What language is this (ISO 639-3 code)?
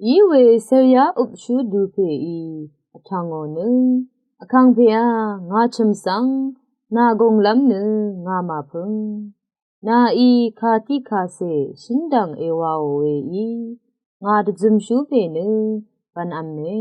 raw